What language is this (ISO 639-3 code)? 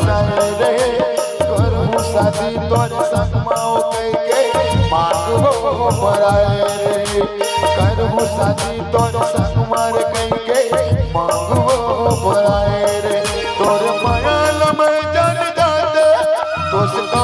hne